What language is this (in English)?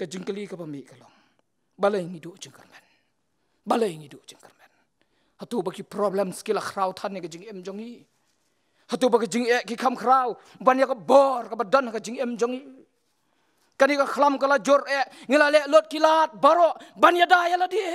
Khasi